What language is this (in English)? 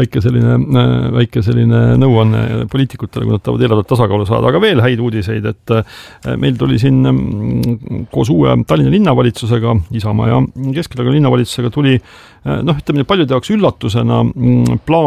Estonian